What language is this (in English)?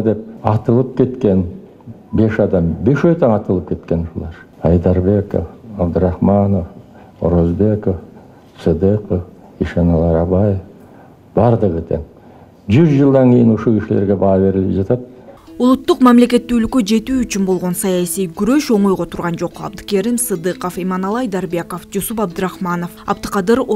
Kyrgyz